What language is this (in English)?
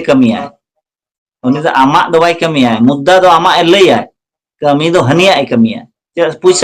Santali